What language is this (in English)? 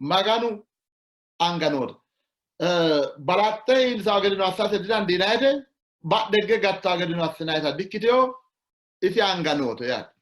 Sidamo